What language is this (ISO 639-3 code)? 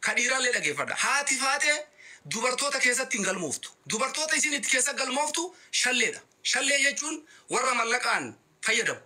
orm